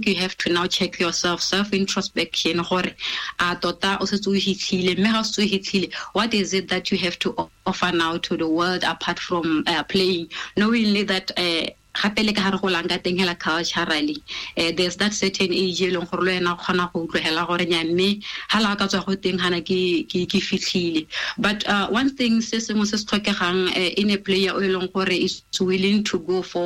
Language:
Tswana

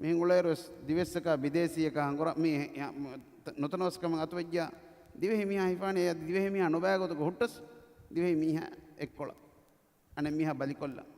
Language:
Divehi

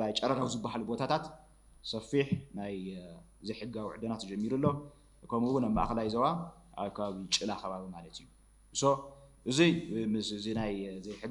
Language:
Tigrinya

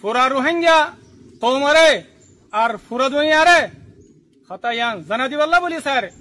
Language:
Rohingya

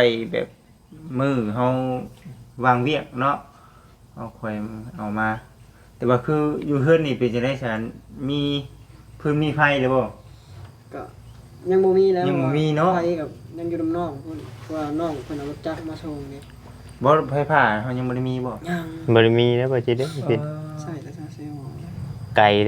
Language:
Northeastern Thai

